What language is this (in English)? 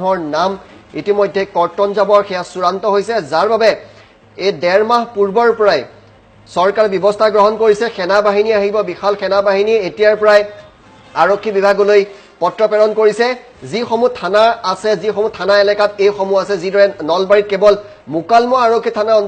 Assamese